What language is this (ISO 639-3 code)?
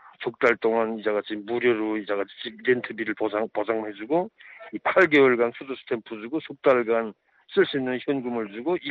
kor